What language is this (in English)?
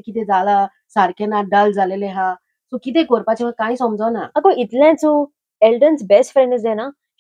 Konkani